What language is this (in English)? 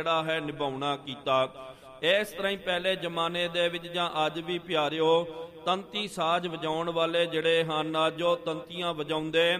Punjabi